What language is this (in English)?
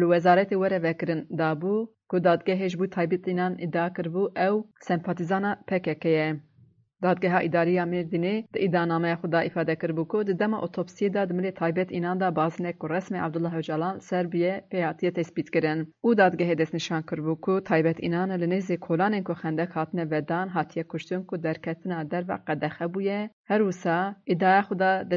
Kurdish